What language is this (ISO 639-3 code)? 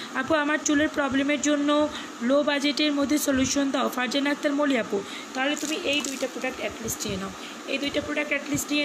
ben